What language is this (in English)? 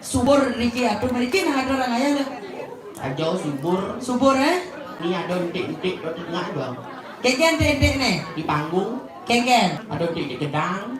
Balinese